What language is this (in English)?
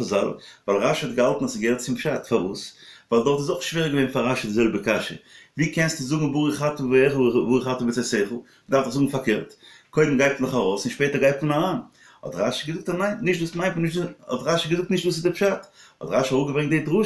Yiddish